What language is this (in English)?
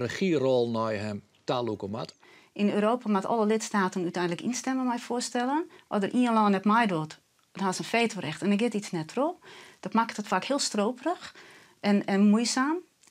Western Frisian